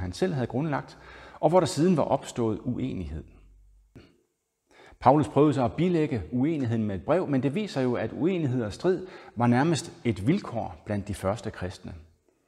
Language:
Danish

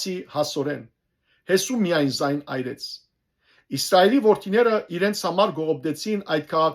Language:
Western Armenian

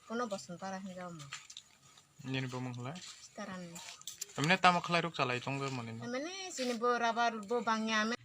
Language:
Kok Borok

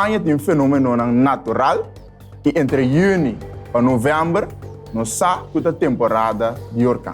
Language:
Papiamento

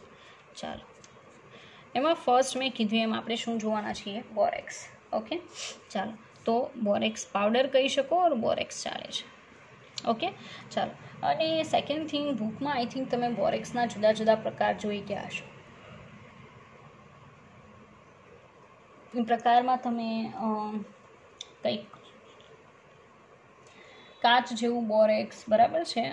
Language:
Gujarati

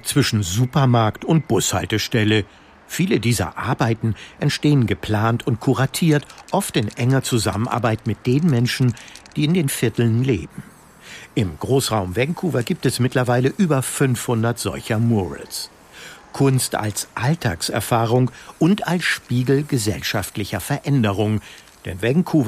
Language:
German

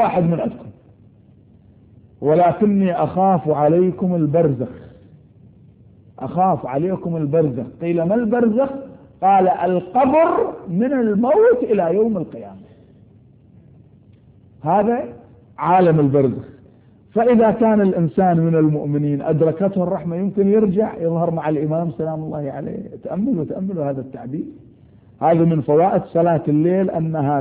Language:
Arabic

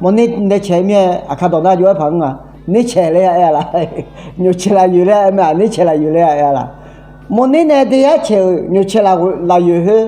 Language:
Akha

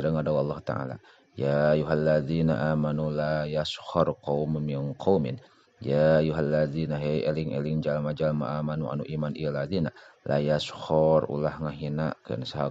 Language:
Sundanese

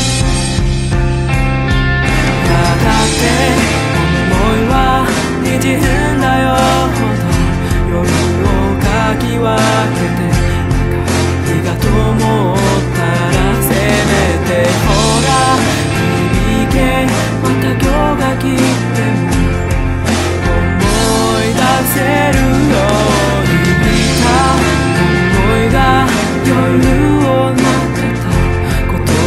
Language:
Japanese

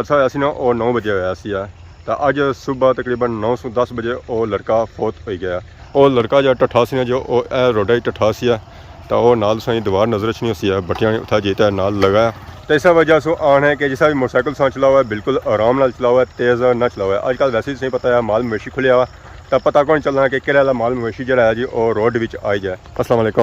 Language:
Pahari-Potwari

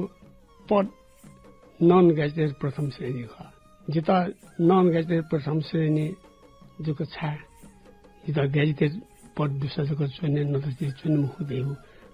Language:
Newari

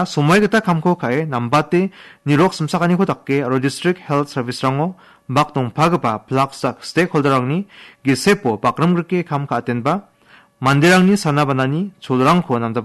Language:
Garo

